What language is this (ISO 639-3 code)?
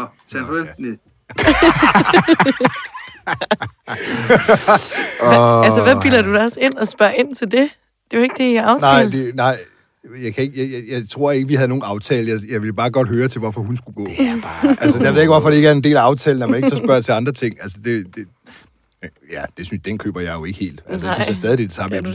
dan